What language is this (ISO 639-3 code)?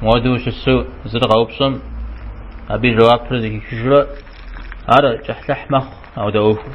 kbd